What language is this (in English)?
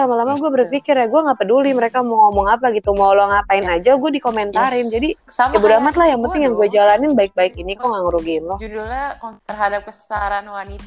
Indonesian